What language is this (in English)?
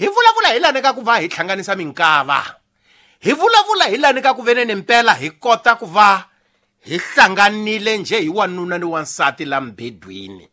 Tsonga